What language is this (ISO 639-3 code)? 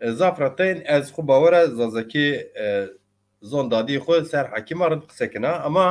zza